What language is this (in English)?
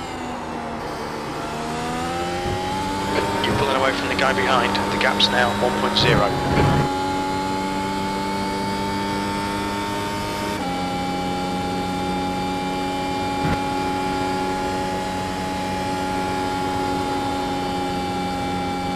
English